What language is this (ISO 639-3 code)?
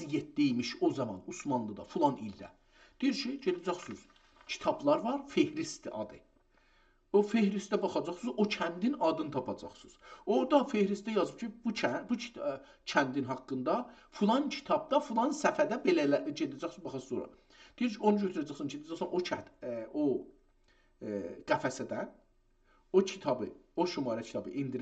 azb